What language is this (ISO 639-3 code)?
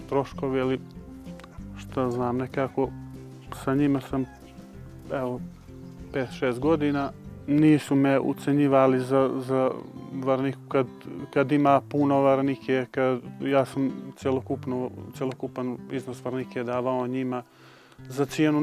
bos